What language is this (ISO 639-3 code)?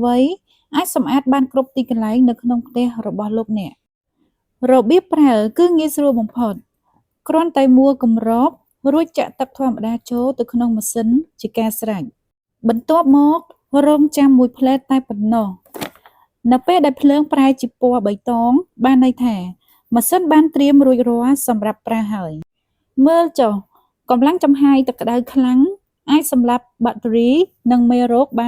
khm